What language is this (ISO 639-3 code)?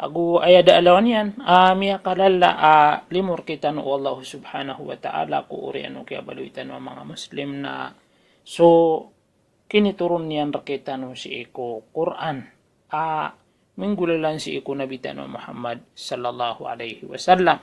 mrw